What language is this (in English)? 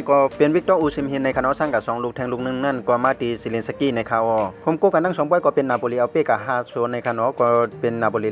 Shan